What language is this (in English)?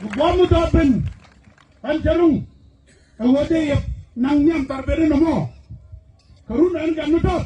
Nuer